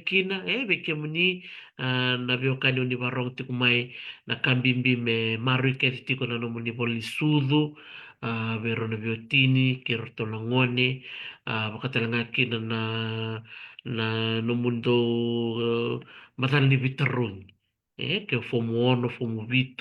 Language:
Fijian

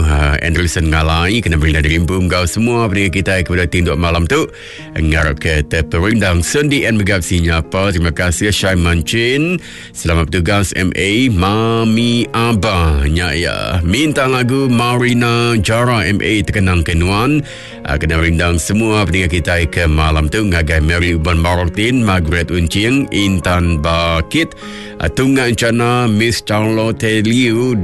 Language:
Iban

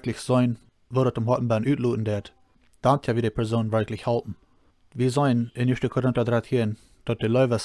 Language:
Plautdietsch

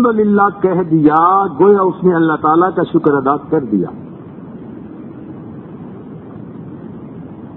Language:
Urdu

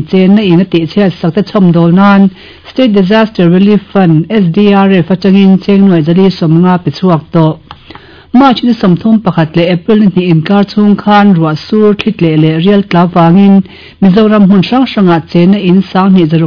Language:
Mizo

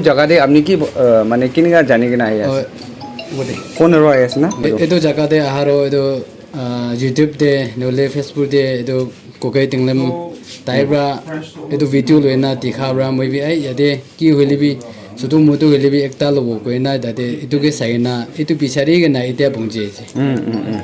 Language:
Naga Pidgin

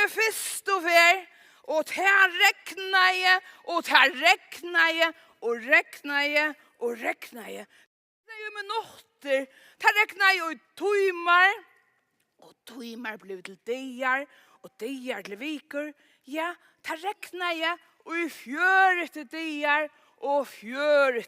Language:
Faroese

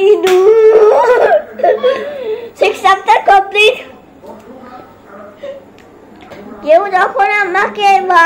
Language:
Bangla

